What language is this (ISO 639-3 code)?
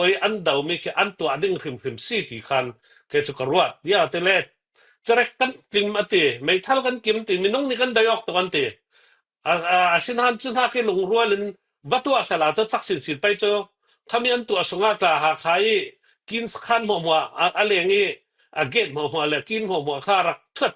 cfm